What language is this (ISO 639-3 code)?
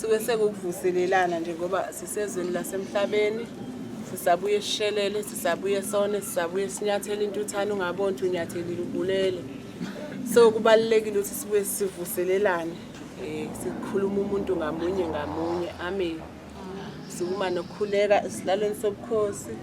zul